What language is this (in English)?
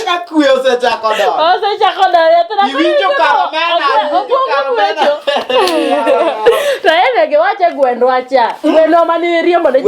Luo (Kenya and Tanzania)